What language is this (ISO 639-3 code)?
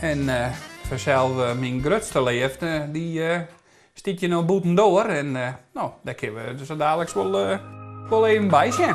fry